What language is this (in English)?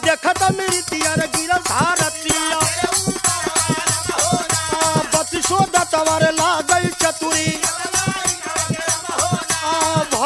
Bhojpuri